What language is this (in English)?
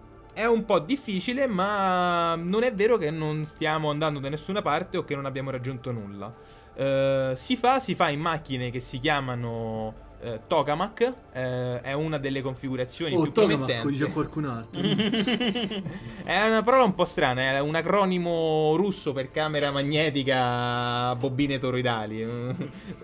Italian